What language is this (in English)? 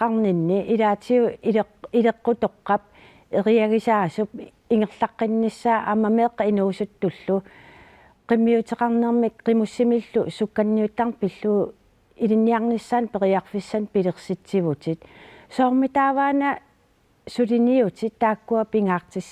Kalaallisut